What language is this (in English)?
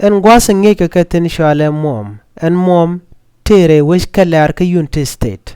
Nuer